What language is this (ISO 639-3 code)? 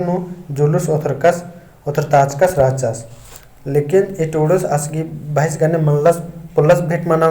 kru